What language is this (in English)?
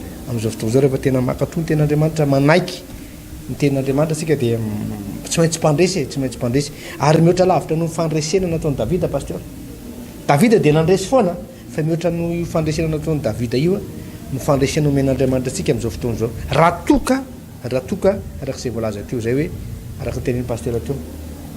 Malagasy